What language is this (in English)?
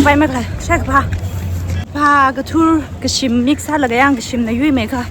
Tangkhul Naga (India)